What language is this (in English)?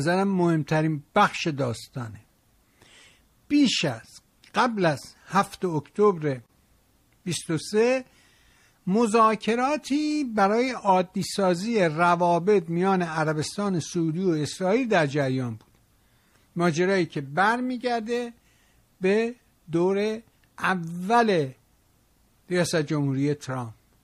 Persian